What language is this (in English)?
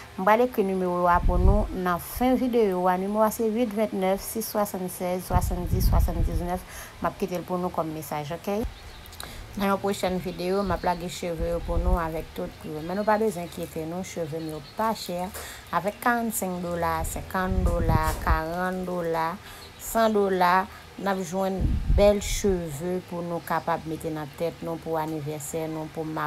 Haitian Creole